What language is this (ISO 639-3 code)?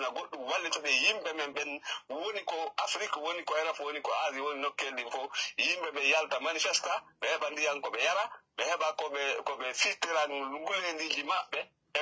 ful